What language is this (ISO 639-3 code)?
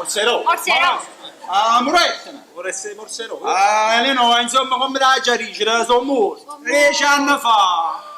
nap